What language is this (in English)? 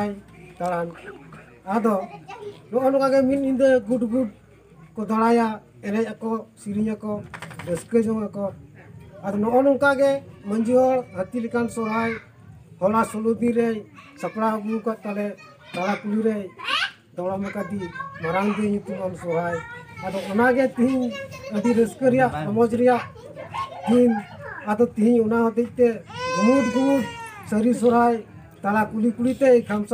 Santali